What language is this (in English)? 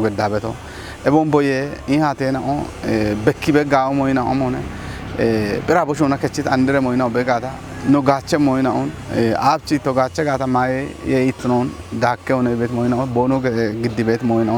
Kafa